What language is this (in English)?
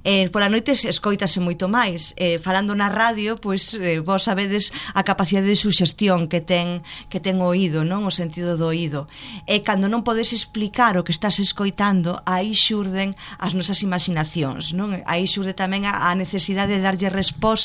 Galician